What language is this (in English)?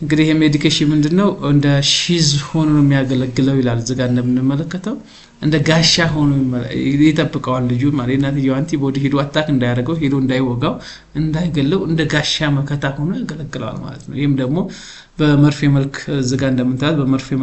Amharic